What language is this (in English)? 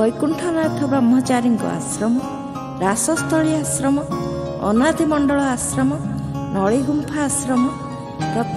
Odia